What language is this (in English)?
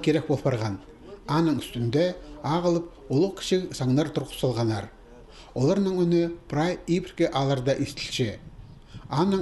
Khakas